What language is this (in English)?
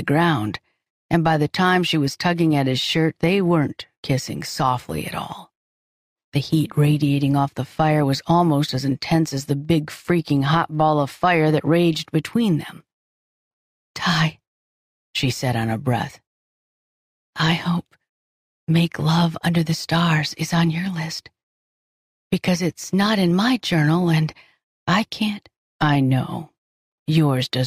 English